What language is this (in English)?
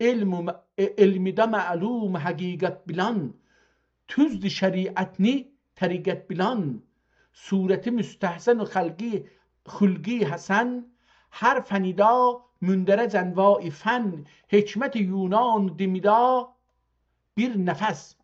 South Azerbaijani